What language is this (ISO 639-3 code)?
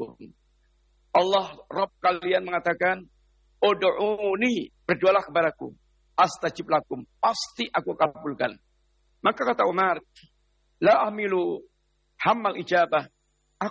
ind